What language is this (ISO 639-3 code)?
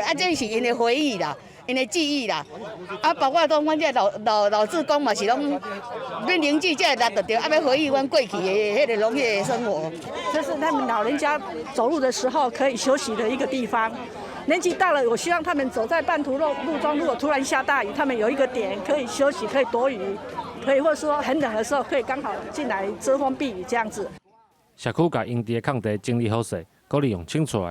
nan